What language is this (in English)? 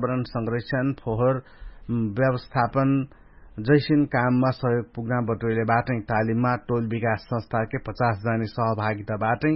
Dangaura Tharu